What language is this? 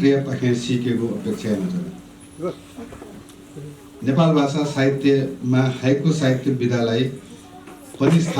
Newari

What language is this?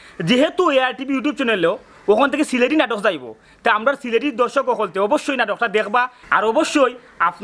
Sylheti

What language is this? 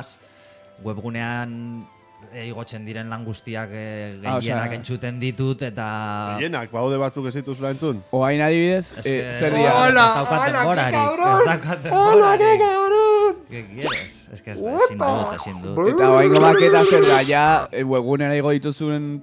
Basque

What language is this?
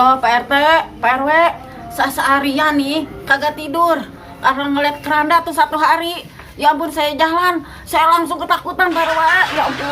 Betawi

